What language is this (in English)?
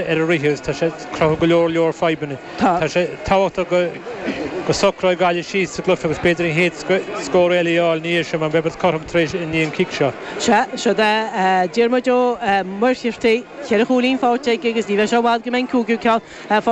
Irish